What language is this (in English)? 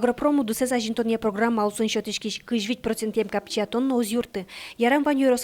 Udmurt